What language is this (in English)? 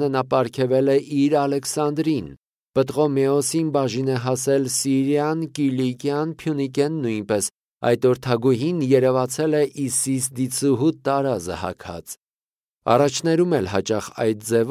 Armenian